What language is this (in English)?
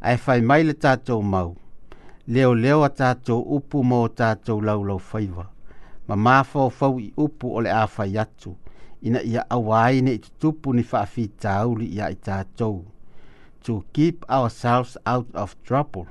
Samoan